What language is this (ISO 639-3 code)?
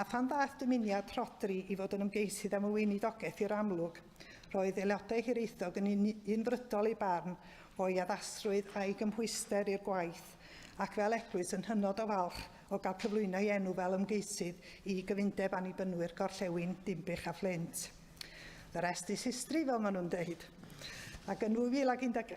cym